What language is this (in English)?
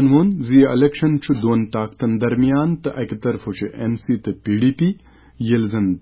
Kashmiri